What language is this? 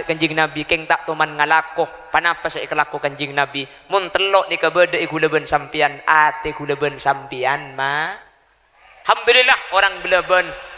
Madurese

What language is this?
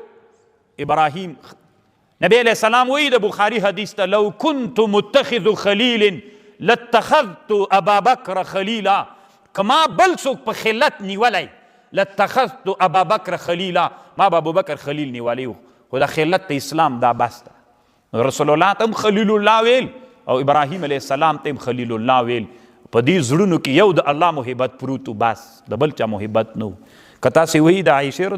Pashto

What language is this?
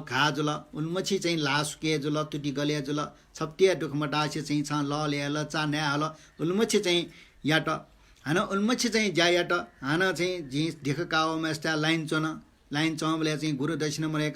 Newari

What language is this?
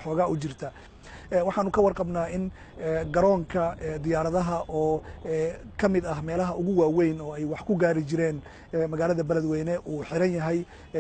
Somali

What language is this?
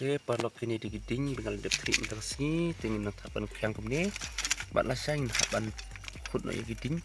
Khasi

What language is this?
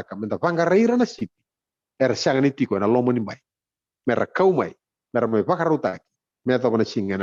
Fijian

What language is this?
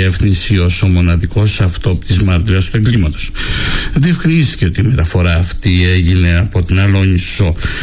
Greek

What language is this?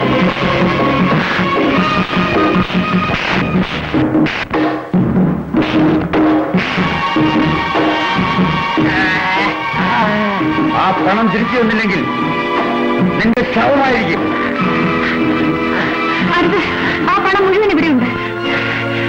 Malayalam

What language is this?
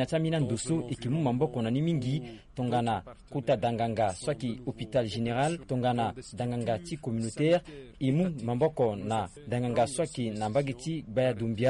Sango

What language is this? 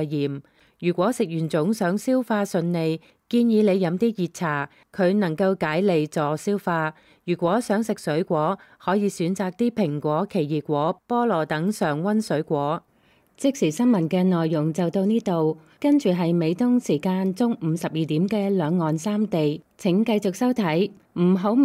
Cantonese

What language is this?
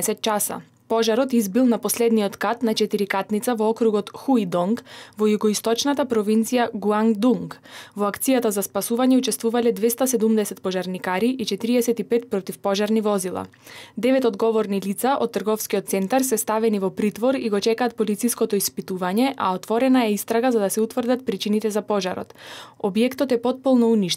Macedonian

